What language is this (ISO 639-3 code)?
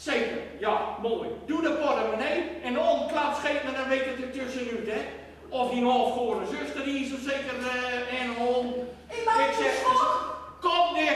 gos